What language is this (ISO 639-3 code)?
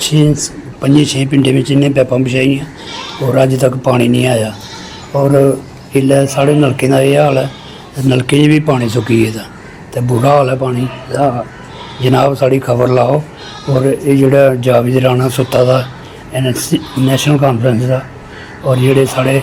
doi